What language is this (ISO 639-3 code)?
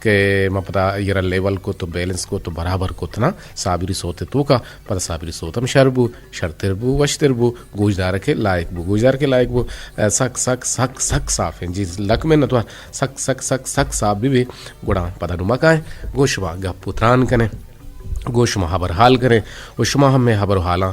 bgp